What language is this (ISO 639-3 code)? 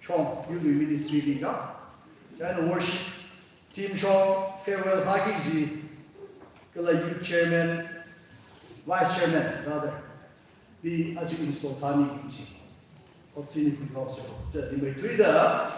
nmf